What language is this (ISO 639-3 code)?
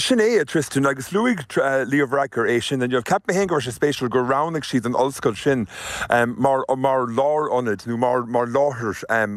gle